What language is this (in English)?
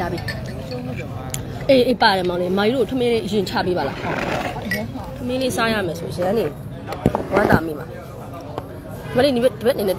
Burmese